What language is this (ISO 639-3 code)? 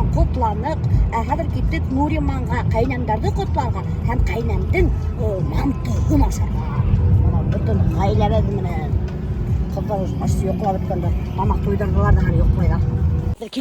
bak